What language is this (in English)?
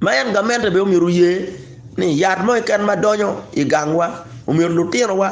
Acoli